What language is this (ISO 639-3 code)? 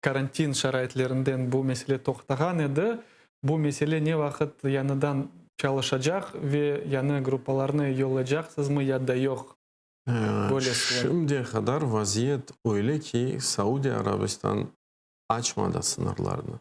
crh